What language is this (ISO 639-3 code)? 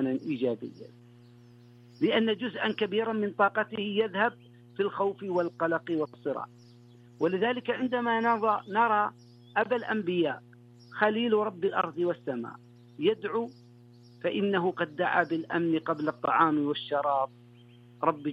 ara